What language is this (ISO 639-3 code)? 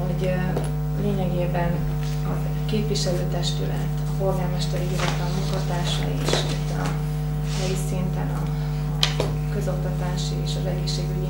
hun